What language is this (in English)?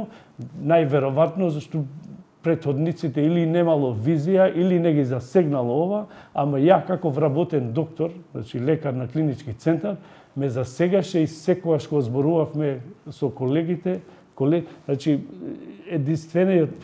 Macedonian